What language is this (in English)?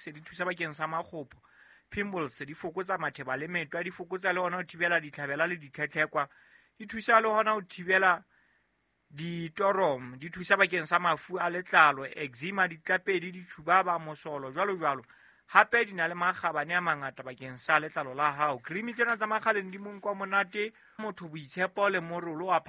Southern Sotho